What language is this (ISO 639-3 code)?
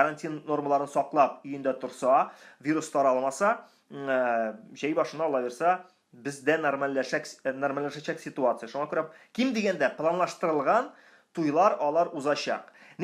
tat